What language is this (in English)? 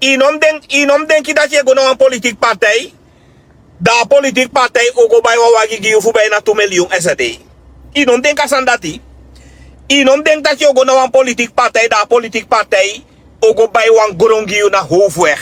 Sranan Tongo